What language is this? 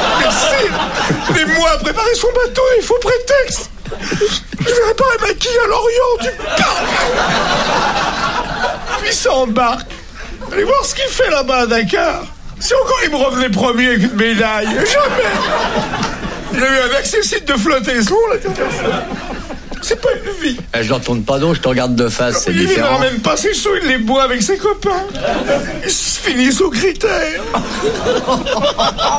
French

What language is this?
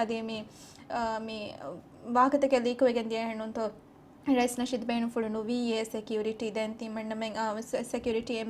Divehi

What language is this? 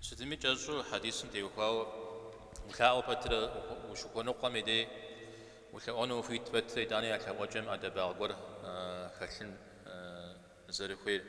Kabardian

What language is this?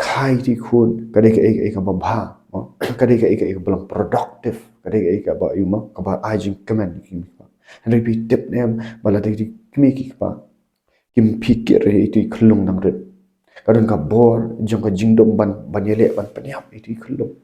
Khasi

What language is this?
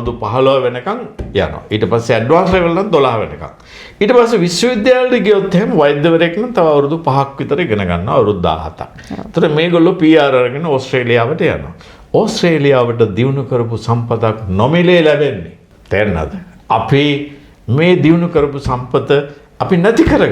Sinhala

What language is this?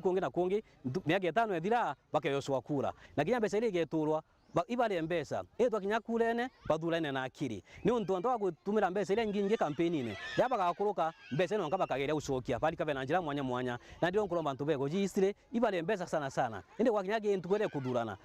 Meru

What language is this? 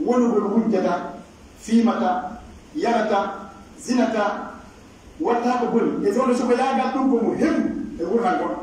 Pular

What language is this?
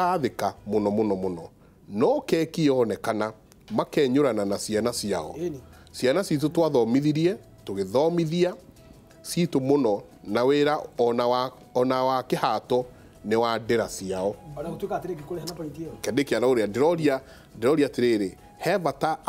Kikuyu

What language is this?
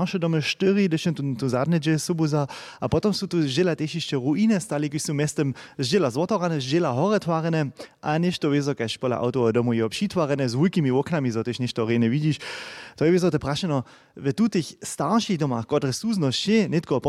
Upper Sorbian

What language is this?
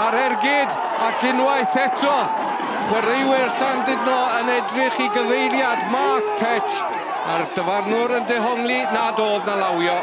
Welsh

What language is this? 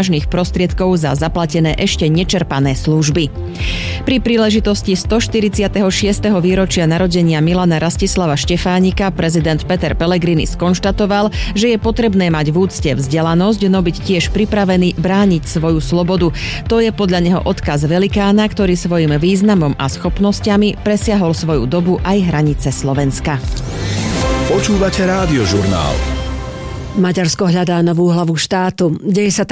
Slovak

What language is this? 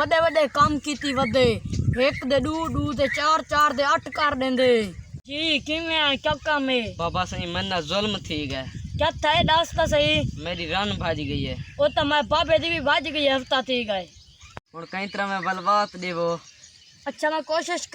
Saraiki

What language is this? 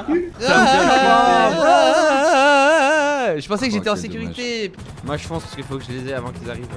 French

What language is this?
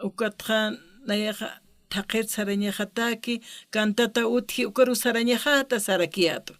Aymara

